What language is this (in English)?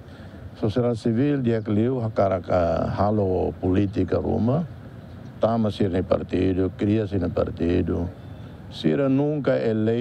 Tetum